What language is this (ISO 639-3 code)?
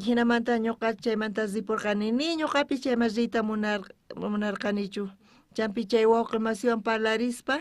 quh